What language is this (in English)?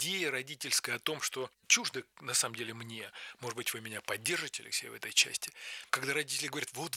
Russian